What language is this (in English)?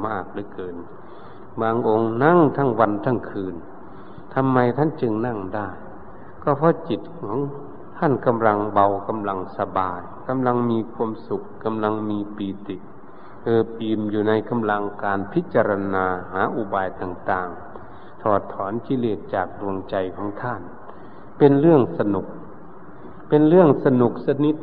Thai